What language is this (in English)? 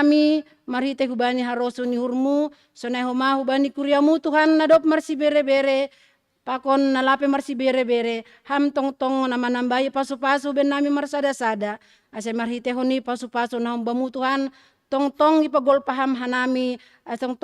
Batak Simalungun